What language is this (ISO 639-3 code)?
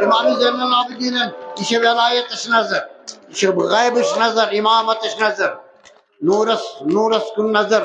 kas